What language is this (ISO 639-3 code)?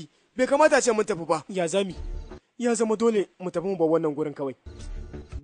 hau